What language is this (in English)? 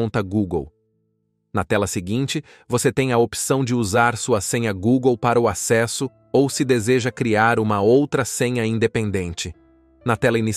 Portuguese